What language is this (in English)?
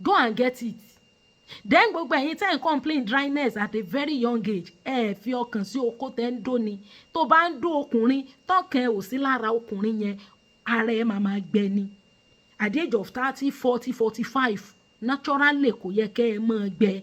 Yoruba